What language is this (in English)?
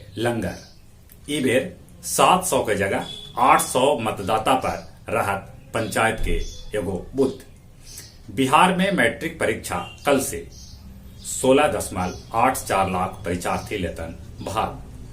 Magahi